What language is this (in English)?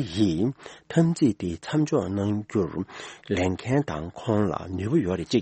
Tibetan